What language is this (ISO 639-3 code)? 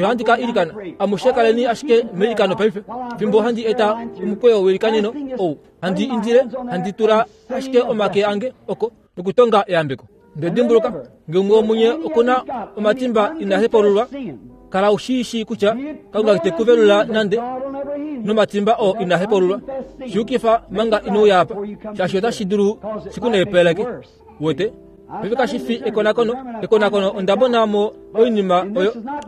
kua